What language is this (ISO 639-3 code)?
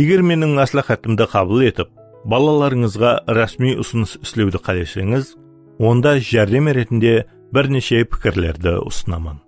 kaa